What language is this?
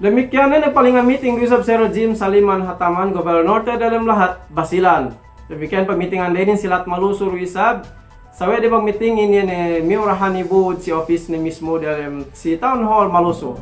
Yakan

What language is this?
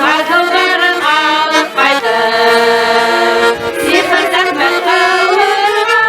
Bashkir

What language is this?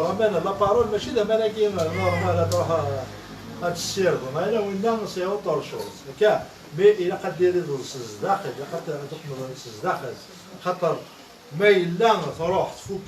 Kabyle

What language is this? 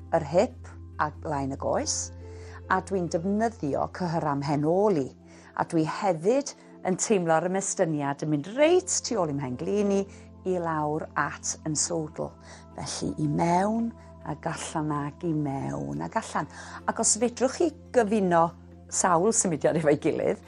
Welsh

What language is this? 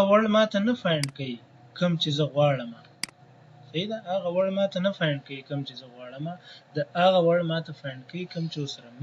Pashto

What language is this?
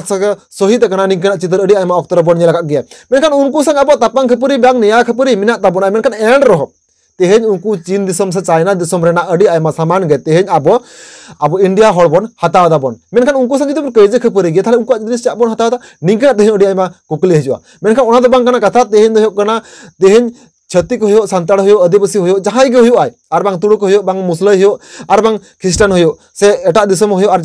Santali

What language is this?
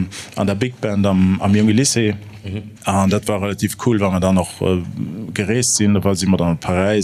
Luxembourgish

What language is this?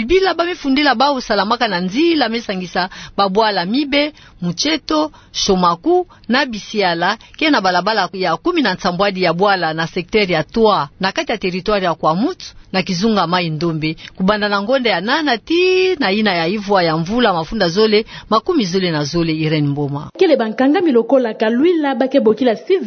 Kituba (Democratic Republic of Congo)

